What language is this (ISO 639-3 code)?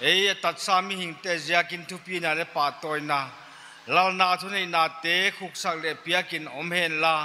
pck